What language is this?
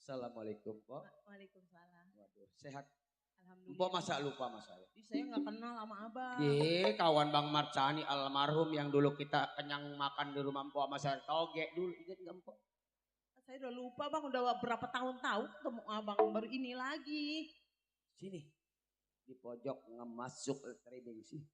Betawi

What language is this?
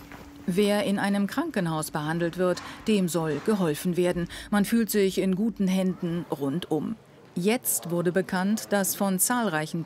German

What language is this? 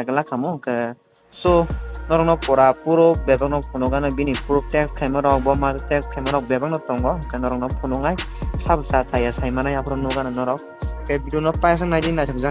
Kok Borok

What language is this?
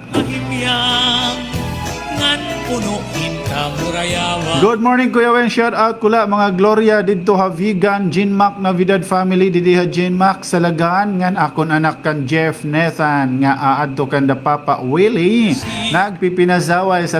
Waray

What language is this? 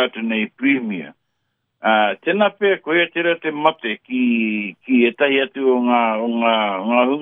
Māori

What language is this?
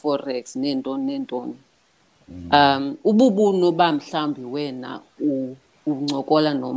Xhosa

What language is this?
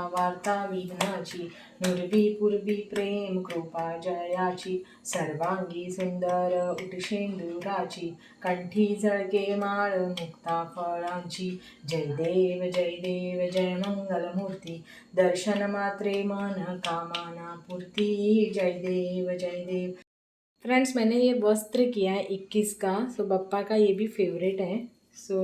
Konkani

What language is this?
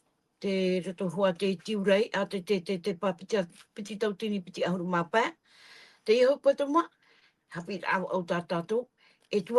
Tahitian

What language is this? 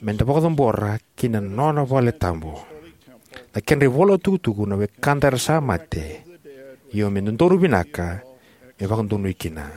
Fijian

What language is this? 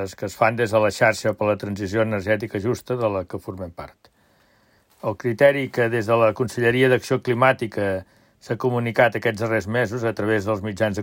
Catalan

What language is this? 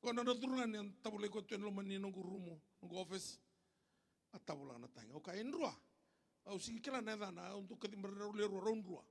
Fijian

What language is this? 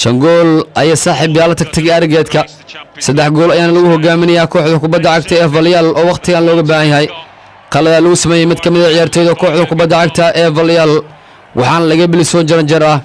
Somali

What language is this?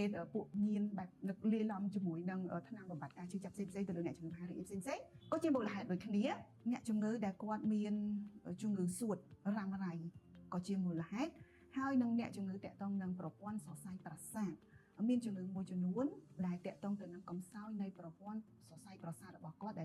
Khmer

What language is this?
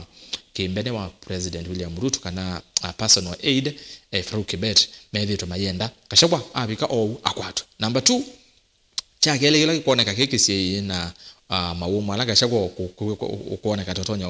Kamba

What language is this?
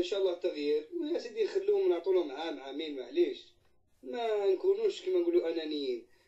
Algerian Arabic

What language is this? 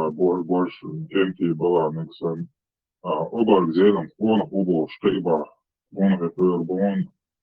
Chechen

